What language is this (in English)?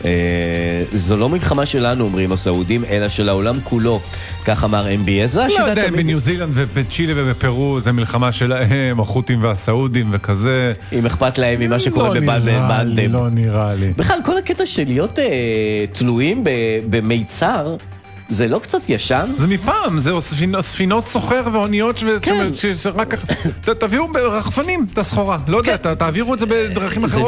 Hebrew